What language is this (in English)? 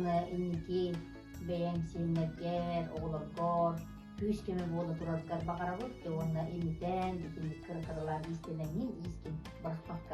Yakut